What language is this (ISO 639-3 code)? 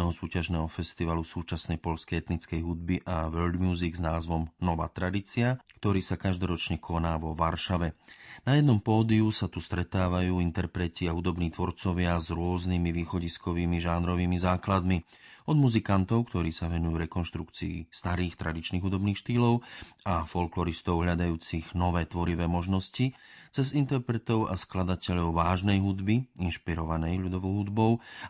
slk